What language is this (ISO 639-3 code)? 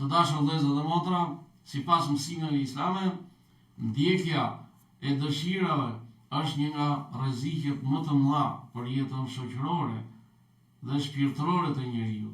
sqi